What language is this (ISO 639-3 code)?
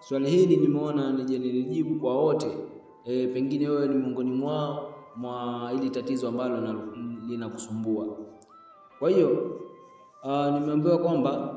swa